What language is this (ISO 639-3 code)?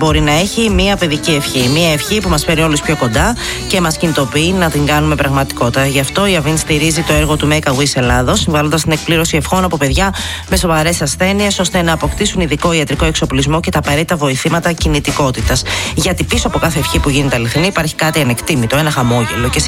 ell